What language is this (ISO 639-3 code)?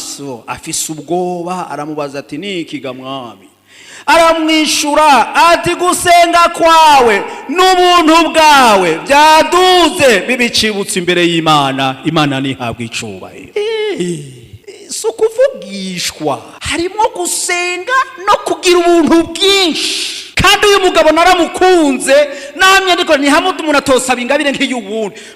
run